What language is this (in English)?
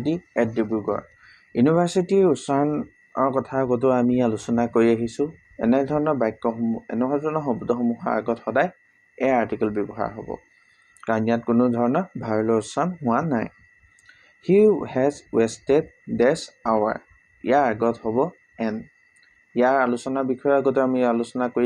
Assamese